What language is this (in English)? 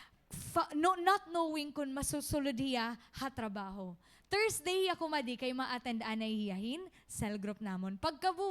Waray